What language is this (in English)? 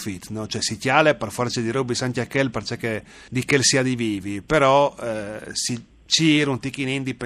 Friulian